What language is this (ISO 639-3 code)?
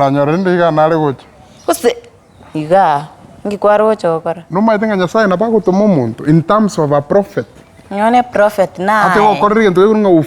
guz